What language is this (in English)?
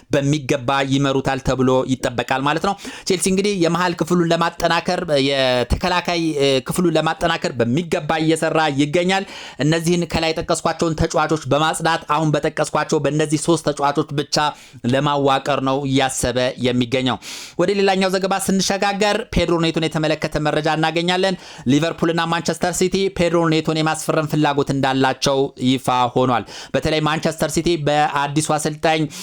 Amharic